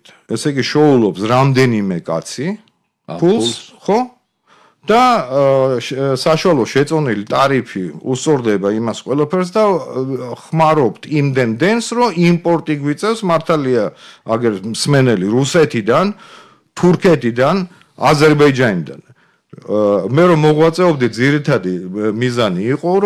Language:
Georgian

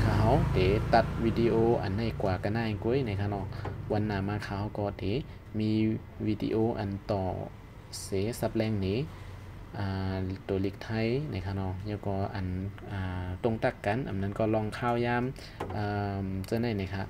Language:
Shan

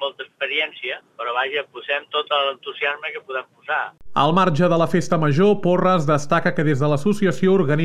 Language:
Catalan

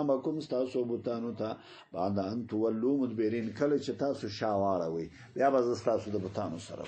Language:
Pashto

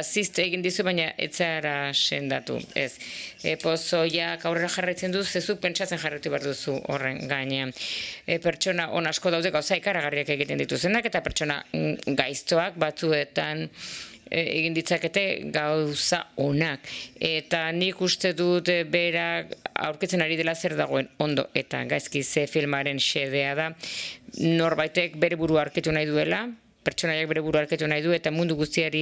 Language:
Basque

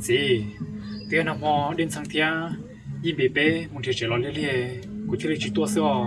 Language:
Hmong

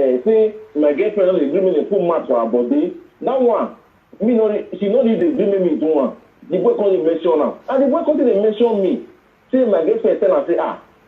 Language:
Nigerian Pidgin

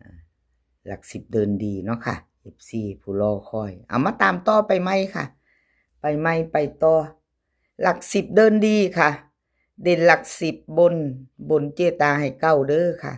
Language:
Northeastern Thai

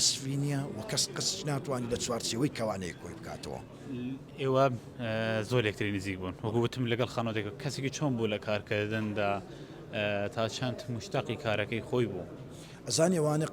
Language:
Central Kurdish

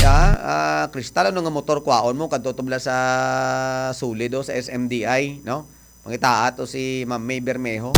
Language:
Hiligaynon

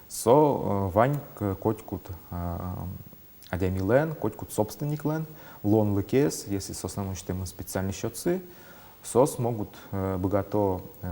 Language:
Udmurt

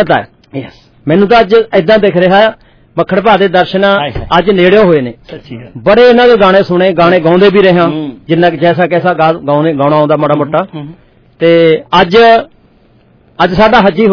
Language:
Punjabi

